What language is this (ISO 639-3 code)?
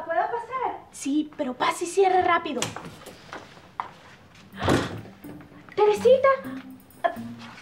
spa